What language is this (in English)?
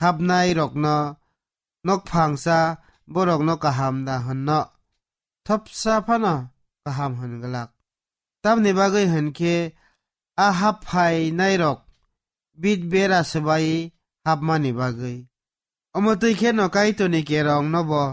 Kok Borok